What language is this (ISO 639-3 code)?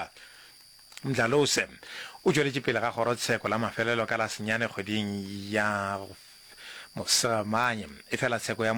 nso